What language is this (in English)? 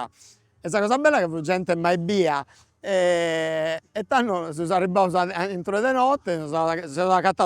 Sardinian